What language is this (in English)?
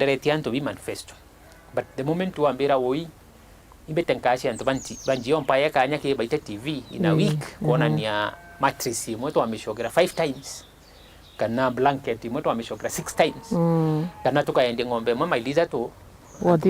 Meru